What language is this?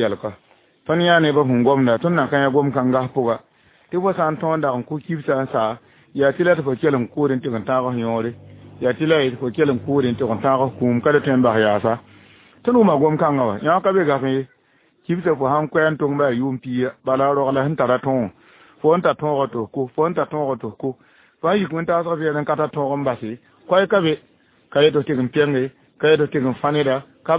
Mossi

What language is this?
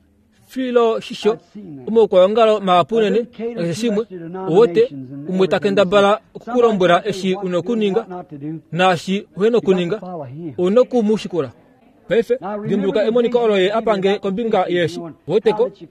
Kuanyama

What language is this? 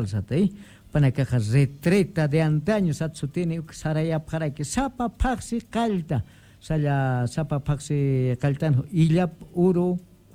Aymara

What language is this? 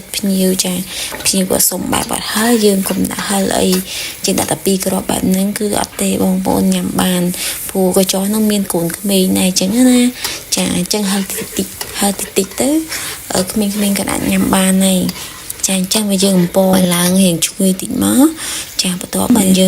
Khmer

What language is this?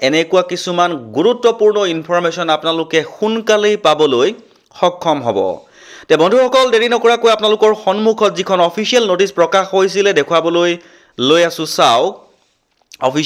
Assamese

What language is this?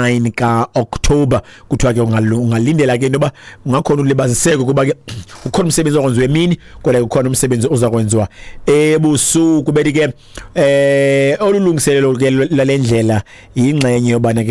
Xhosa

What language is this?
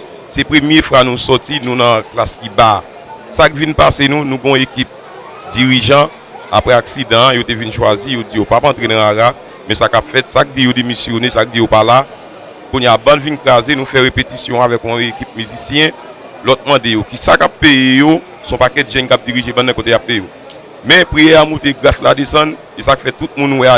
Haitian Creole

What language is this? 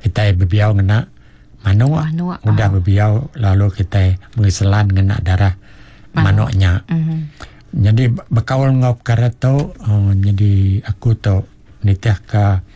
Iban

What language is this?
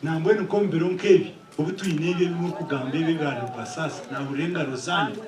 Nyankole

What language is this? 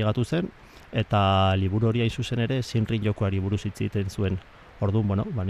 Basque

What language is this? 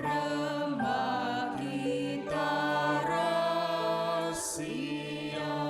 Batak Karo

